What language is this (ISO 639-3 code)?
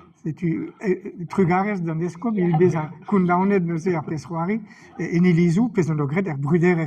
bre